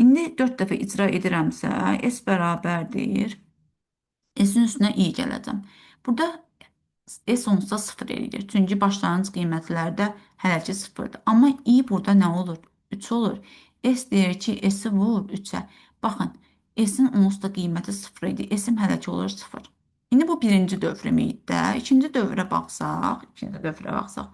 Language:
Azerbaijani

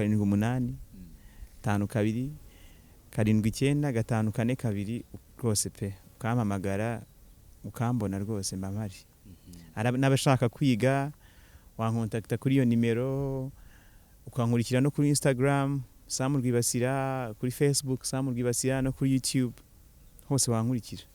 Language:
Kinyarwanda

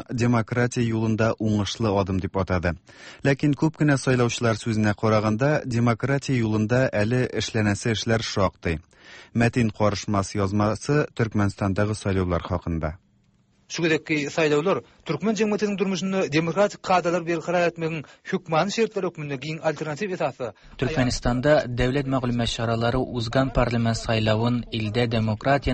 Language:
Tatar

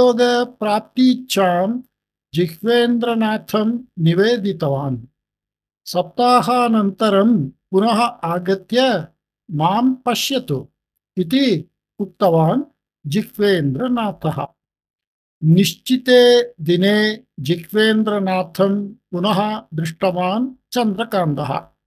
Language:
Sanskrit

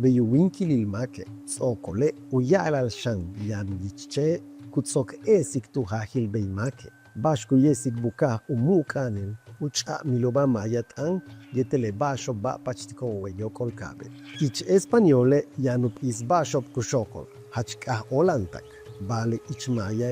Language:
Yucateco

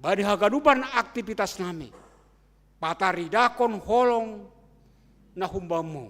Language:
Batak Simalungun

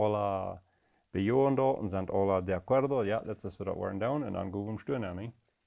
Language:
Plautdietsch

